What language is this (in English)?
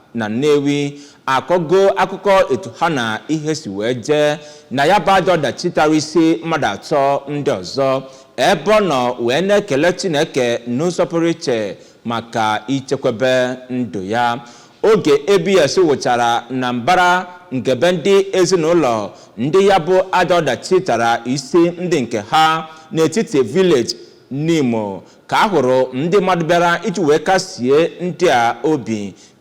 Igbo